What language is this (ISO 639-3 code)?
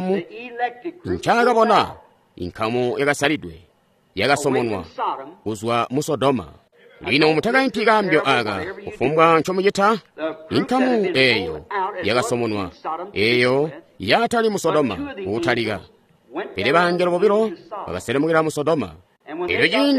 toi